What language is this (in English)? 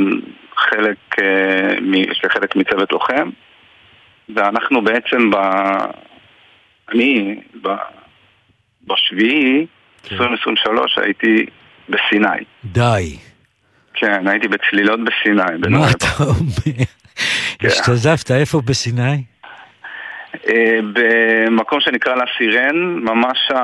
Hebrew